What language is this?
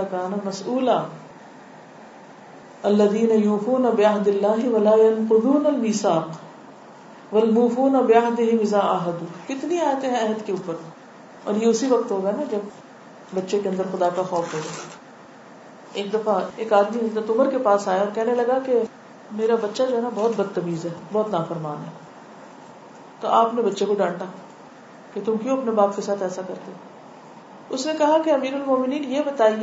Urdu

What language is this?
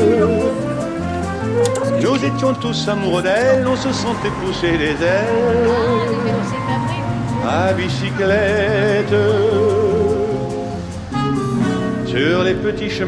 French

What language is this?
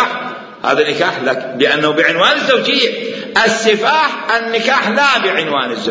Mesopotamian Arabic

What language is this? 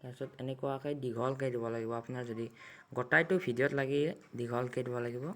Assamese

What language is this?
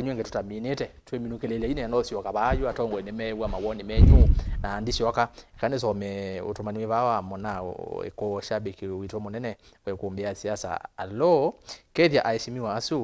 Kamba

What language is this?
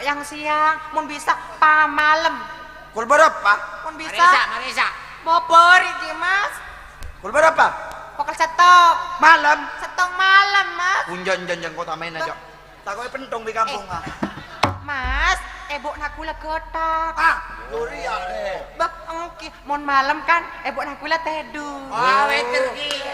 Madurese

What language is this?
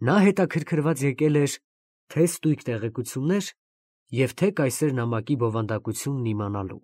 Armenian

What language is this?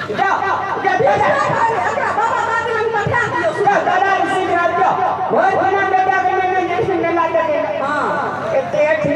Maithili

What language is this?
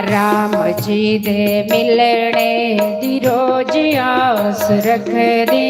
Dogri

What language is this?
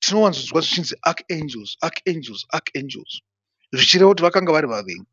Shona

